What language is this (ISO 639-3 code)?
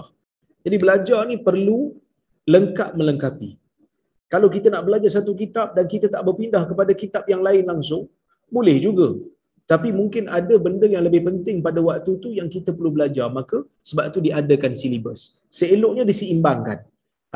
msa